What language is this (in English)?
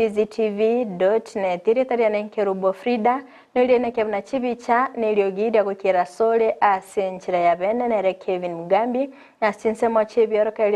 Gusii